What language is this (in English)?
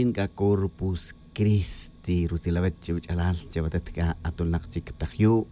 Tz'utujil